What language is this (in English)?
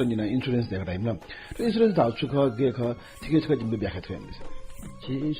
Newari